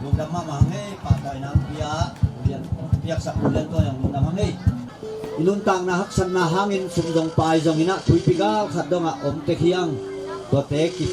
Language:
Tedim Chin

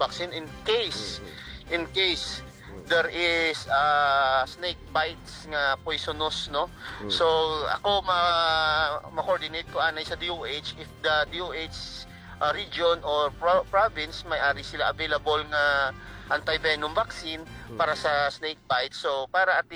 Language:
Hiligaynon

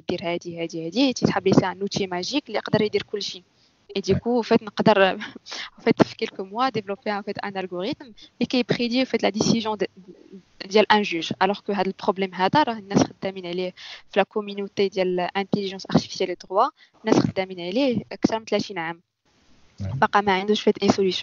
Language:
Moroccan Arabic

